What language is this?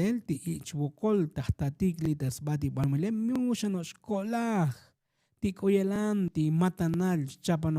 Tzotzil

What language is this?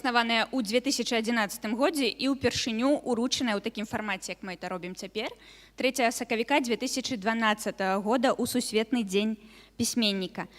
Belarusian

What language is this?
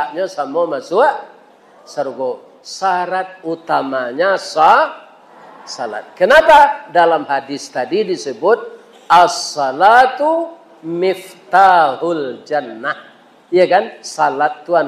Minangkabau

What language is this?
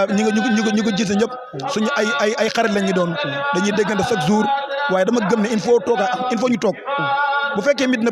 Wolof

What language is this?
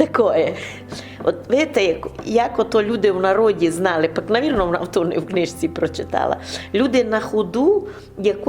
Rusyn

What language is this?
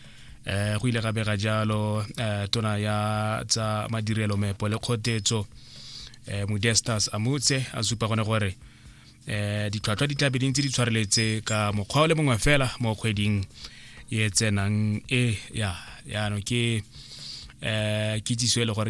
Tswana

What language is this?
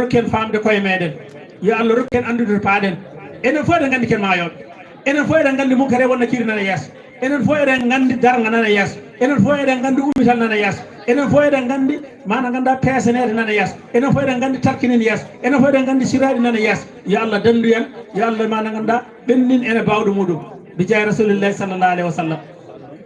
Fula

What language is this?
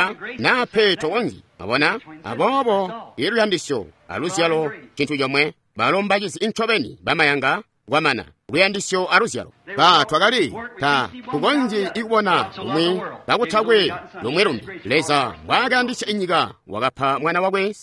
Tonga (Zambia)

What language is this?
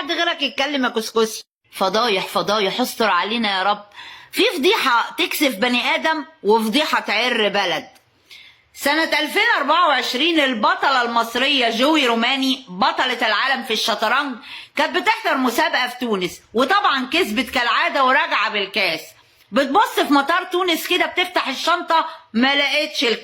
Egyptian Arabic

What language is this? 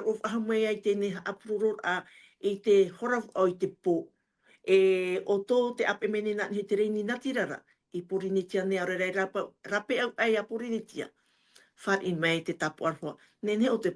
Tahitian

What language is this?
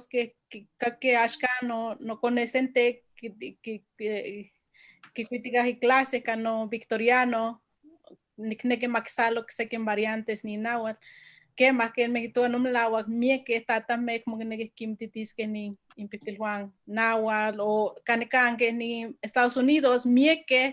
Eastern Huasteca Nahuatl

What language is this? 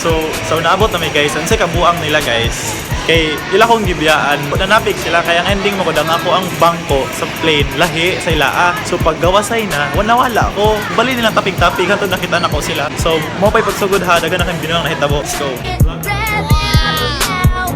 Cebuano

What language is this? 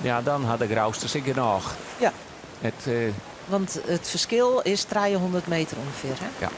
Western Frisian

